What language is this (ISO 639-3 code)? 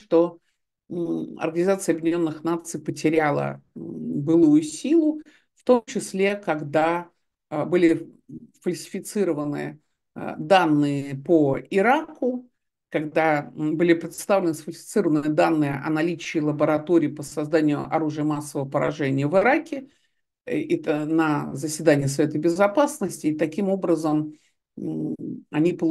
rus